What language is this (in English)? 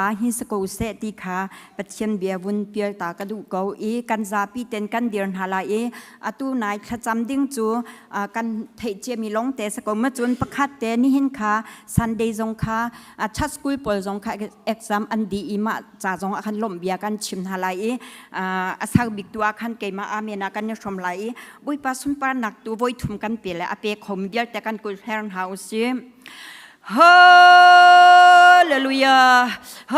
Hakha Chin